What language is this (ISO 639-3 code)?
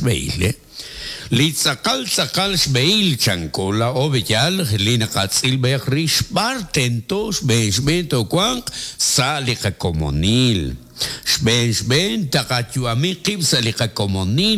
kek